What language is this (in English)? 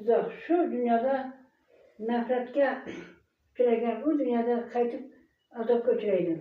Uzbek